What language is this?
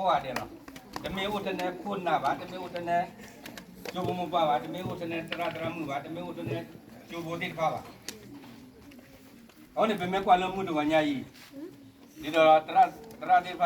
S'gaw Karen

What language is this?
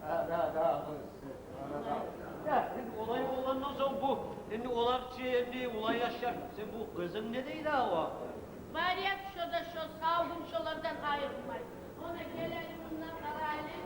Kumyk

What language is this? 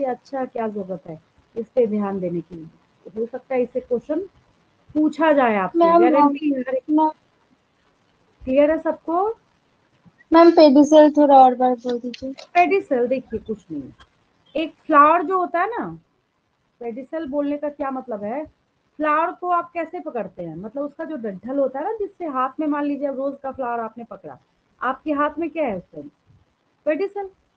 Hindi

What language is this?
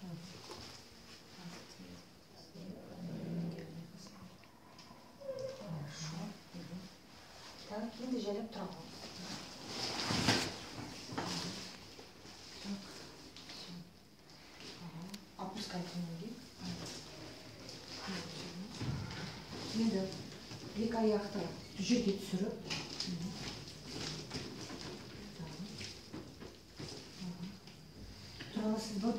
Kazakh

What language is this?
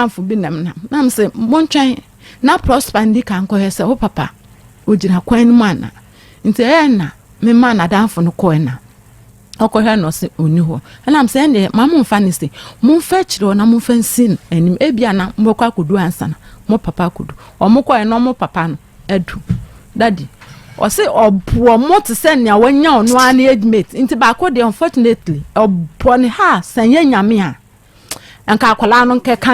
Akan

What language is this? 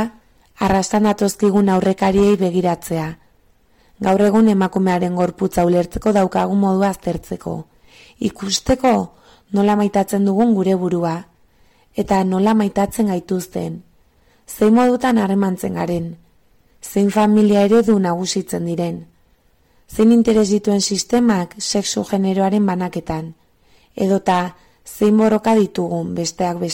Basque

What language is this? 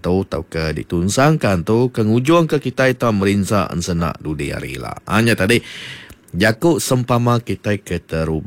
Iban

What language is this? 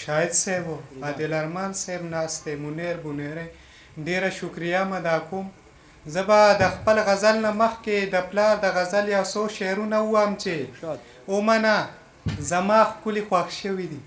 Pashto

